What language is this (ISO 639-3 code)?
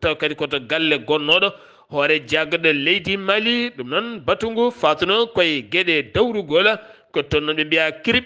ful